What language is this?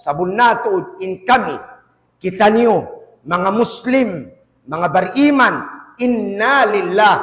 Tausug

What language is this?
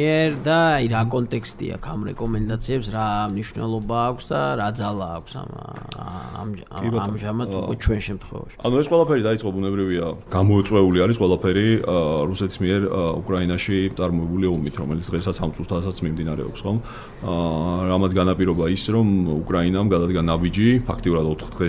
Georgian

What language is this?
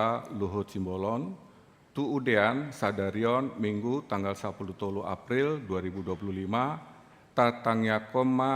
Batak Toba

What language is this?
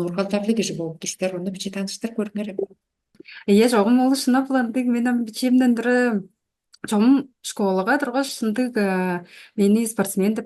Tuvinian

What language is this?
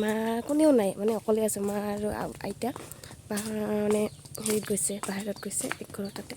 Assamese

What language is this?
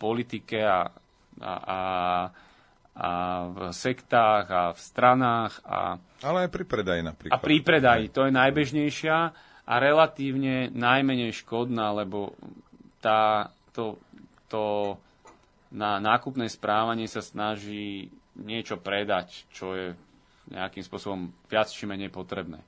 Slovak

